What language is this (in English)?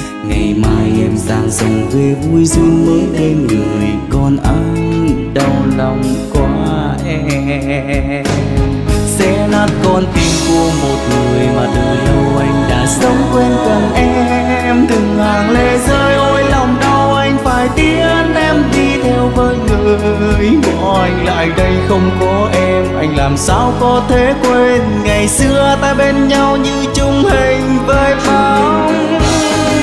Vietnamese